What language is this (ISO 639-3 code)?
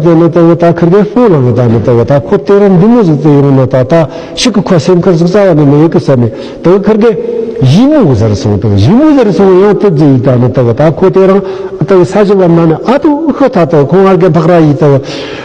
bod